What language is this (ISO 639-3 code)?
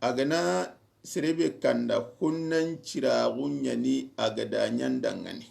snk